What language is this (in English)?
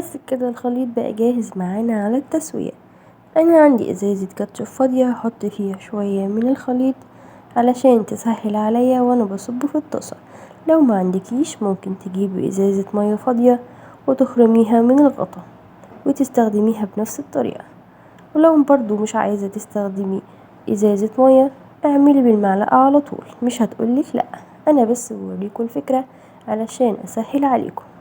Egyptian Arabic